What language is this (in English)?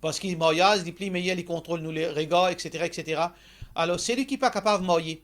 Morisyen